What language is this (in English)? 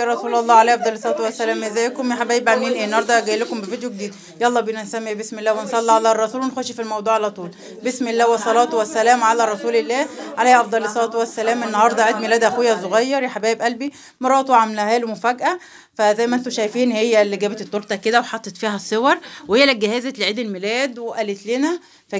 Egyptian Arabic